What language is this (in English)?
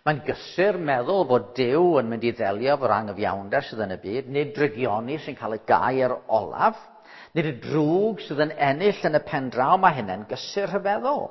Welsh